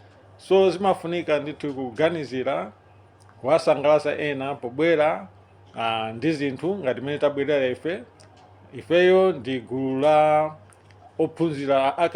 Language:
Nyanja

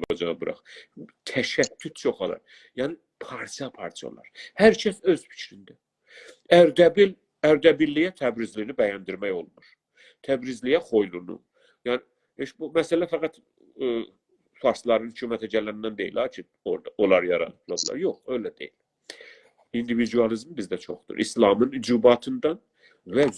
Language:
South Azerbaijani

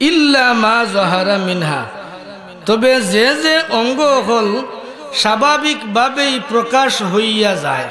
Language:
Sylheti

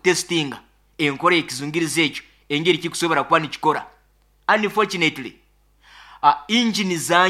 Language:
Nyoro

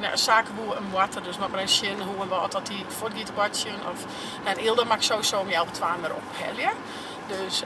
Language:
Western Frisian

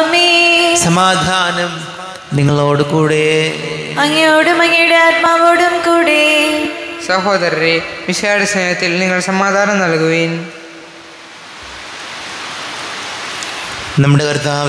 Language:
Malayalam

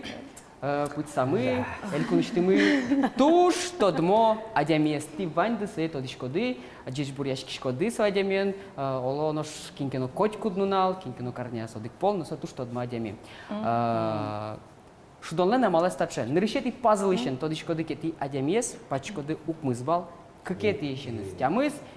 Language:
Udmurt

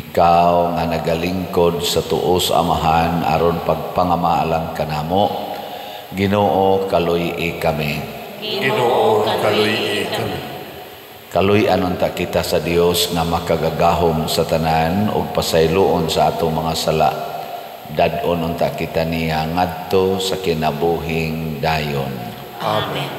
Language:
Cebuano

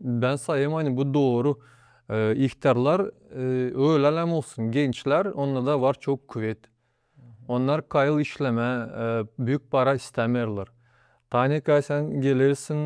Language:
Gagauz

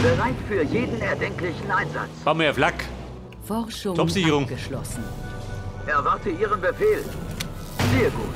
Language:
Bavarian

